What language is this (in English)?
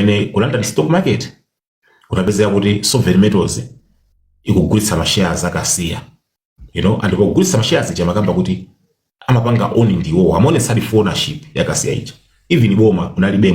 Nyanja